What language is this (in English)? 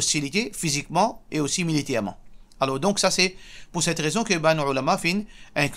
Morisyen